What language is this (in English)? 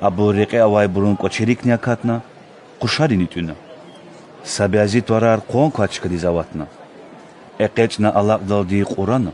Lezghian